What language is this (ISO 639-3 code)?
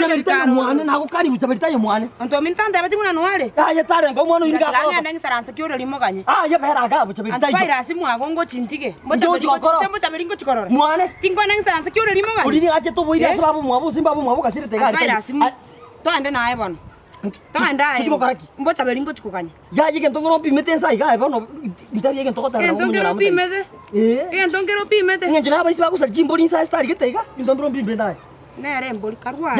guz